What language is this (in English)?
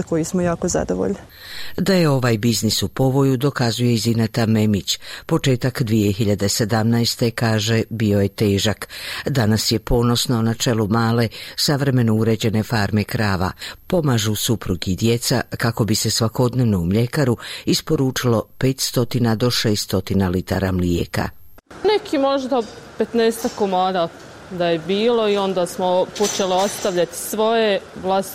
Bosnian